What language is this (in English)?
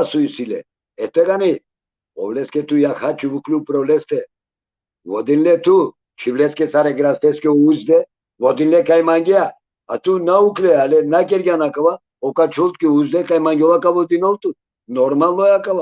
Balkan Romani